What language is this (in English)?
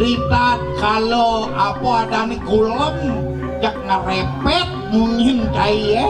Balinese